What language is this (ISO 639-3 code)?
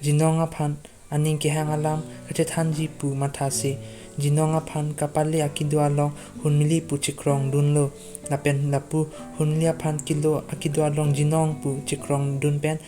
mjw